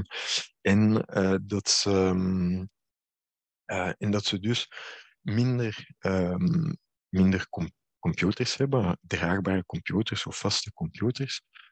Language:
Dutch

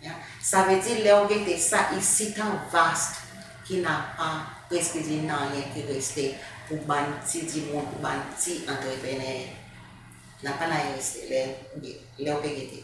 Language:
Seselwa Creole French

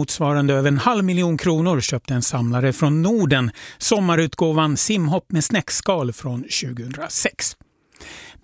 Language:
Swedish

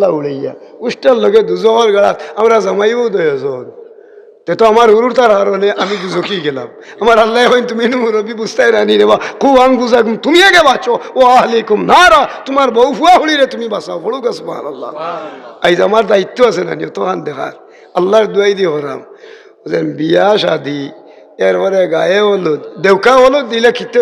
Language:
Sylheti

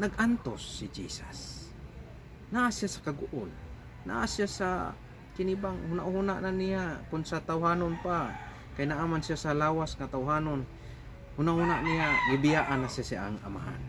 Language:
Cebuano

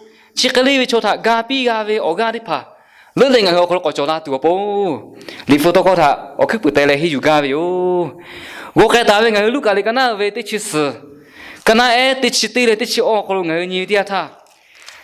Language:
Lahu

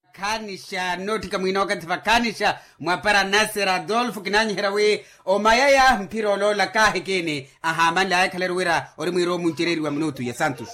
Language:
Makhuwa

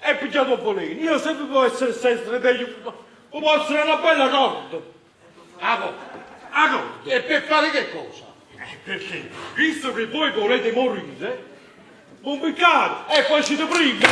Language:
Neapolitan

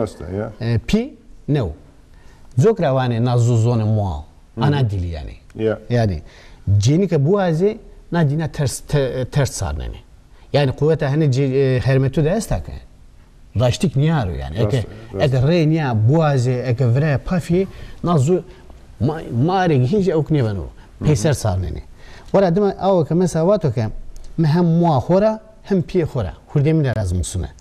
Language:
Zaza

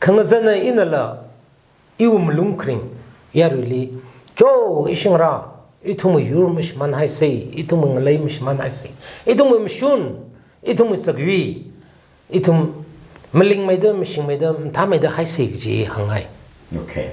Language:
Tangkhul Naga (India)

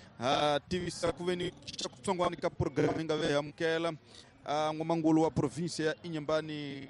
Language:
Tsonga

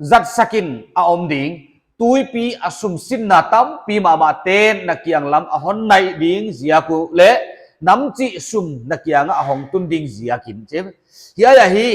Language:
Paite Chin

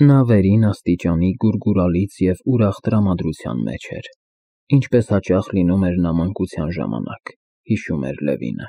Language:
Armenian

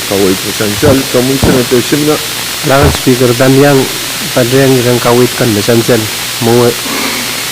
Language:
Pohnpeian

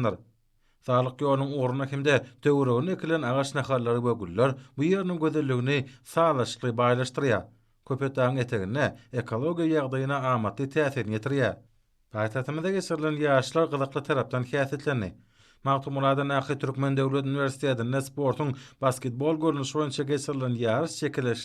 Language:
Turkmen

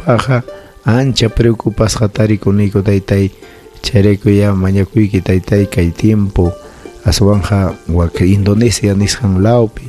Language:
Ayacucho Quechua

